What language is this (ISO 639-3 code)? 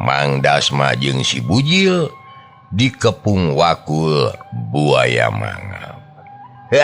sun